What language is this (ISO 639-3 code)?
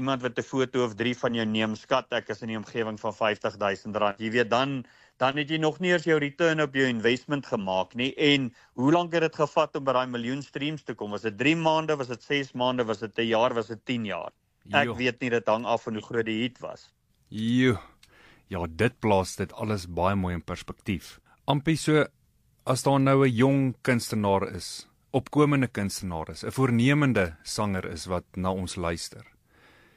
afr